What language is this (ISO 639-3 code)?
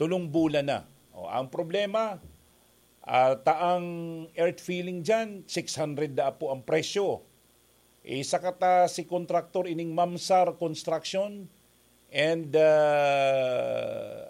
bik